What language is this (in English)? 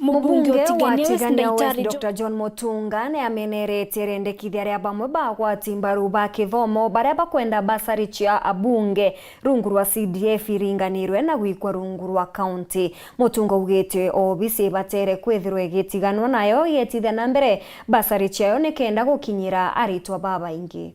Meru